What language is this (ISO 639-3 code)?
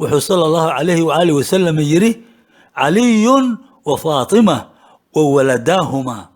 som